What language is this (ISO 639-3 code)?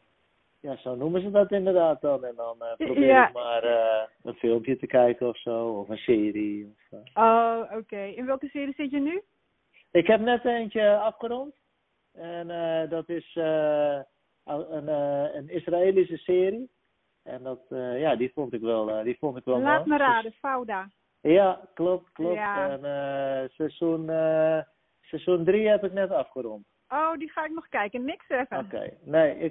nld